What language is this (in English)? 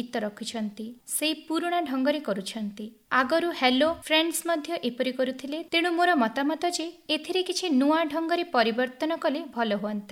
Odia